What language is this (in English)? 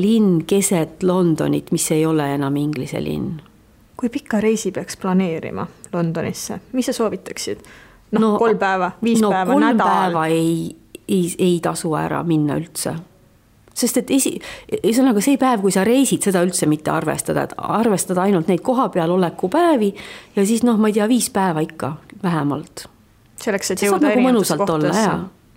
Estonian